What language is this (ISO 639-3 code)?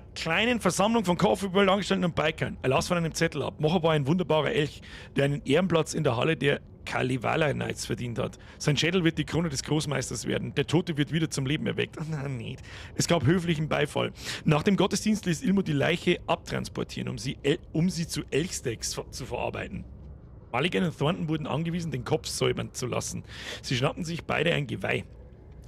bar